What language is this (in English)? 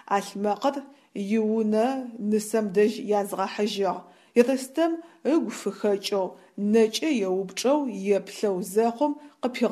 Adyghe